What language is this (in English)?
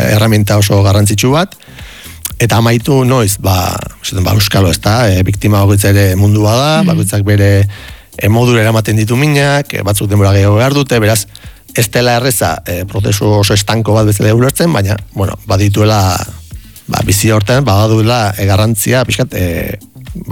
Basque